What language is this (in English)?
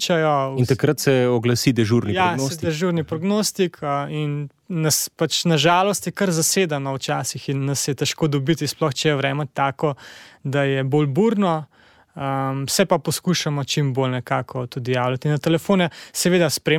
Slovenian